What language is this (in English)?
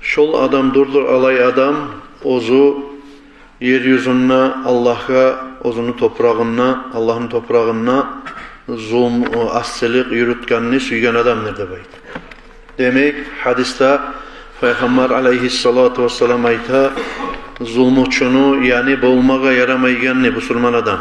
Kumyk